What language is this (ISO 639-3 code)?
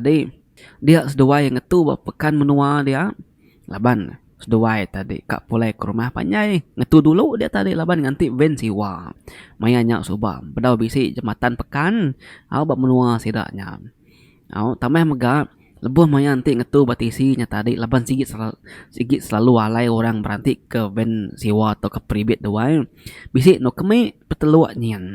iba